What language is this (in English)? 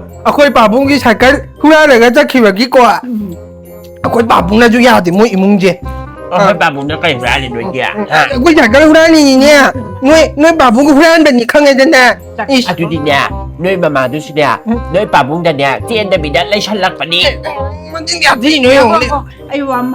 Manipuri